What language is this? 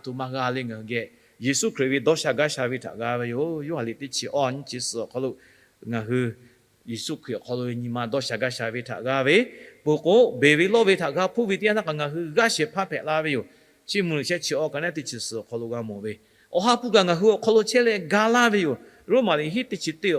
Lahu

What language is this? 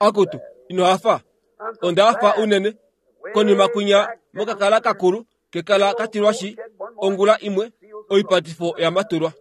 Kuanyama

